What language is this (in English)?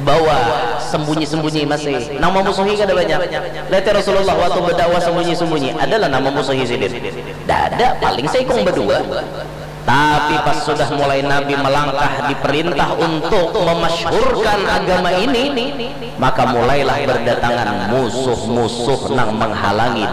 Banjar